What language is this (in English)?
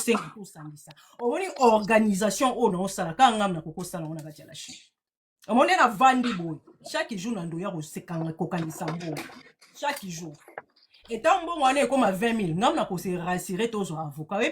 Lingala